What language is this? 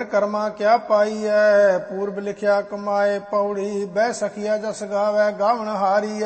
Punjabi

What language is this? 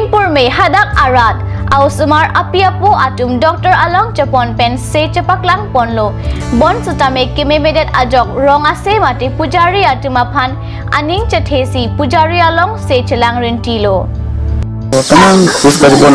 Karbi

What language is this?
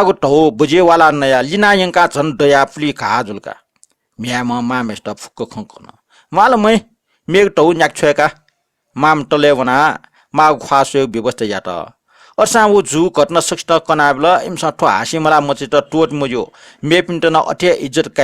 Newari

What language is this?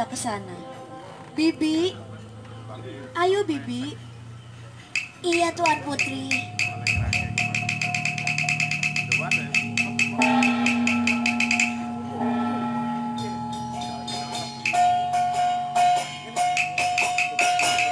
Indonesian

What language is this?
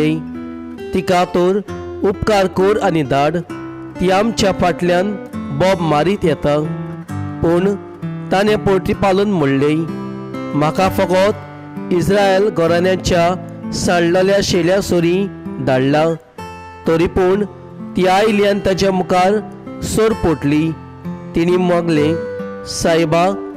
Konkani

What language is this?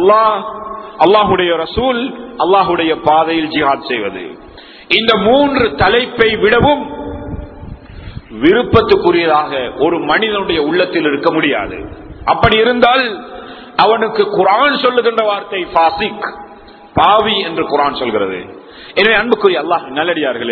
Tamil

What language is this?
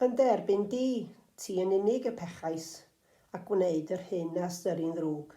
Welsh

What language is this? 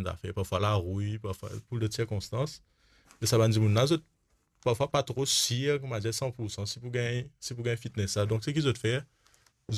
Morisyen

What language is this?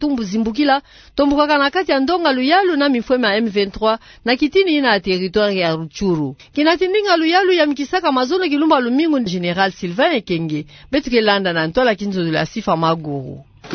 Kituba (Democratic Republic of Congo)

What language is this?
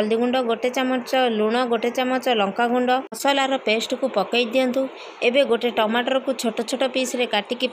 Odia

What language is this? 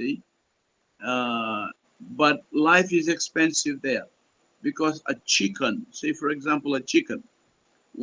Pohnpeian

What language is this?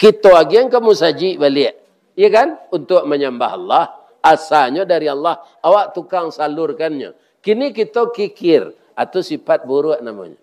Minangkabau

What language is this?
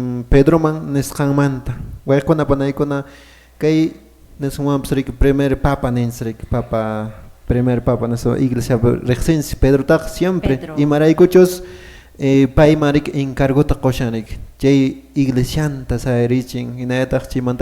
Quechua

